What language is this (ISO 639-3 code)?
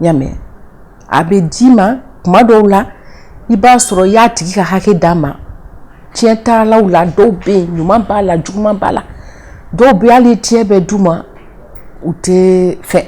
bam